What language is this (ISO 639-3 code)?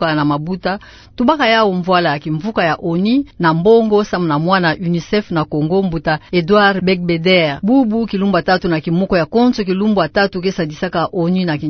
ktu